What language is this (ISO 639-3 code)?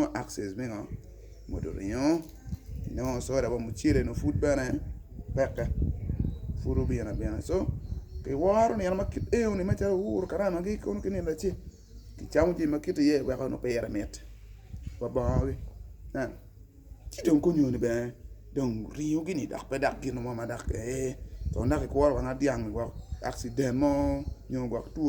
ach